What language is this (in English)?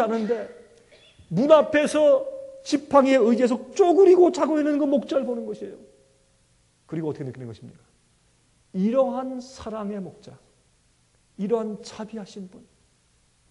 Korean